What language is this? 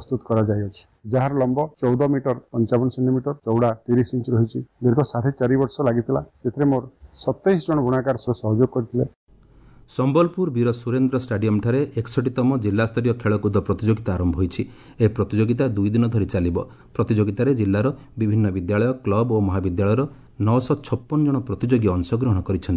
Odia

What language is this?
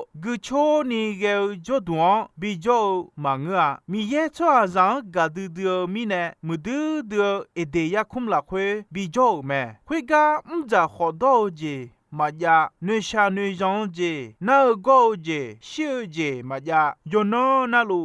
Akha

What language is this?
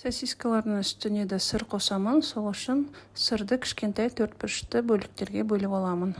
Kazakh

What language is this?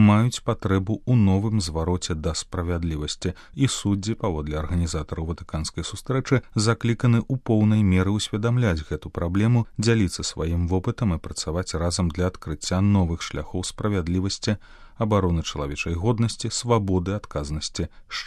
Belarusian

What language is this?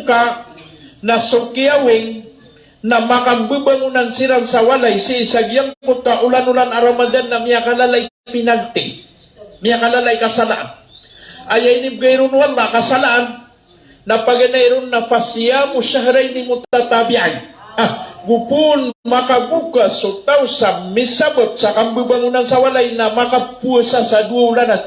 Maranao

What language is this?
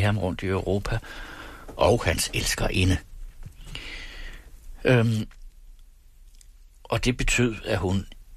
Danish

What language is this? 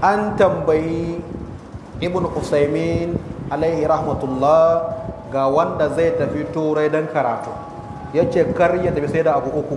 Hausa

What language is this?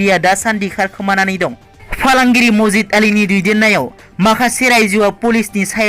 Bodo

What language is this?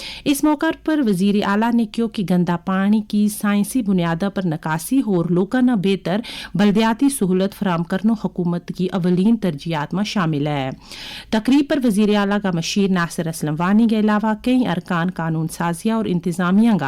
Gujari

